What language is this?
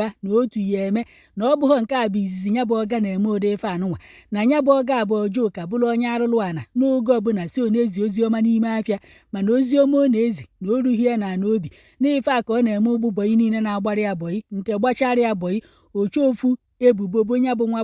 Igbo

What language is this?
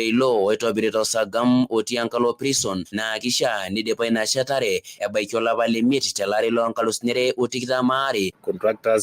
Masai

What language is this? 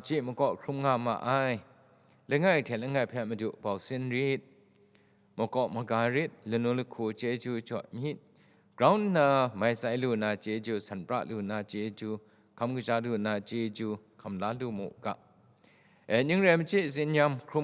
Kachin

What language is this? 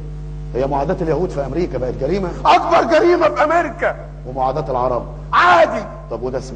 Egyptian Arabic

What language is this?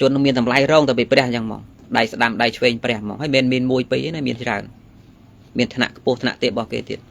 Khmer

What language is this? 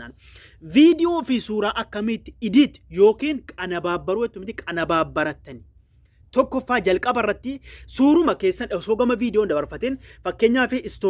Oromo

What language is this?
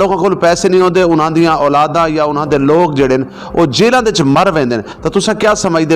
Saraiki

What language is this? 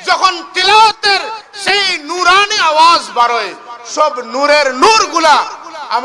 Sylheti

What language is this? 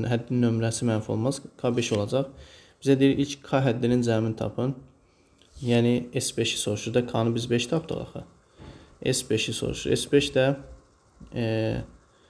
Azerbaijani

